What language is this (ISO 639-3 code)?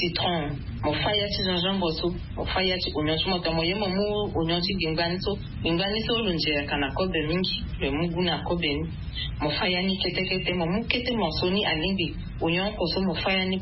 sag